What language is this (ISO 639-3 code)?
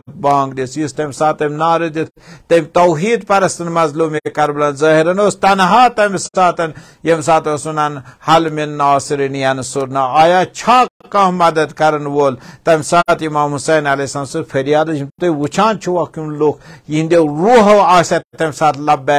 kas